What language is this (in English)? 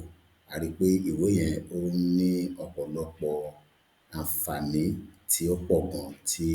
Yoruba